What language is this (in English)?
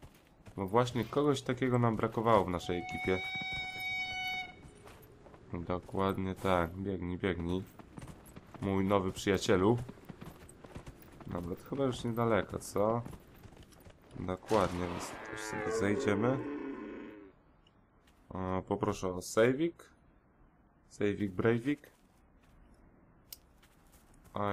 Polish